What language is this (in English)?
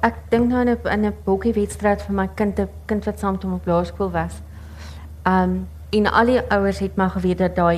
Afrikaans